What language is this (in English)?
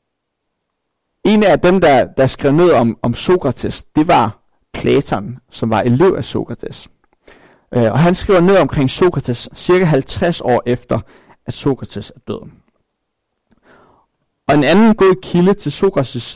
Danish